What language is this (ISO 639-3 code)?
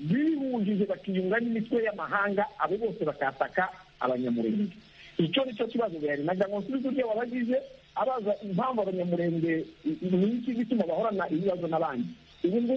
kin